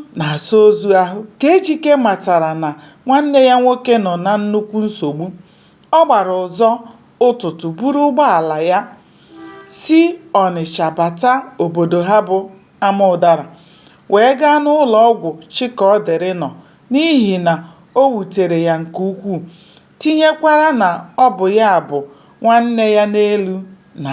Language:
Igbo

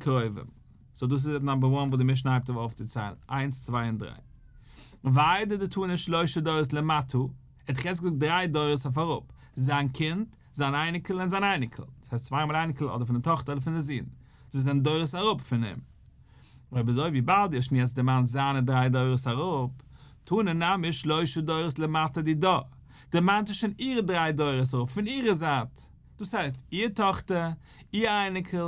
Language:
Yiddish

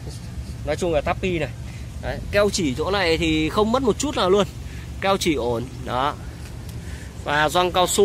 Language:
Vietnamese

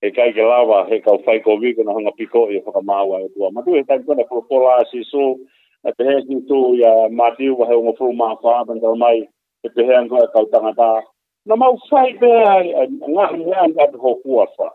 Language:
Tongan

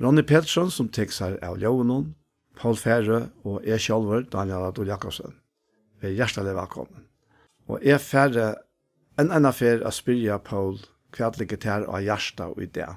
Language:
Faroese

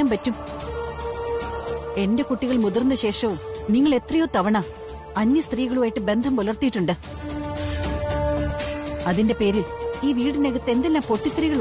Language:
Malayalam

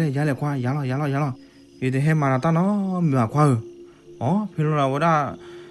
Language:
S'gaw Karen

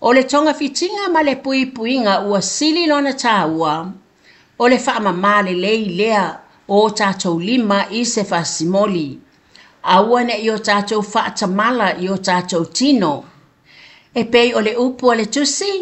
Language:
Samoan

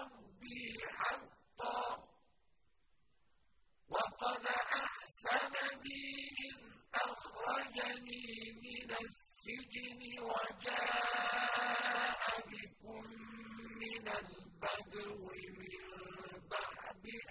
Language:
Arabic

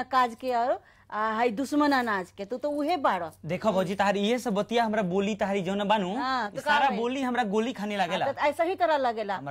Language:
Bhojpuri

